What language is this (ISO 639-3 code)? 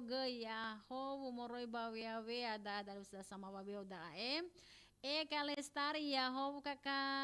nia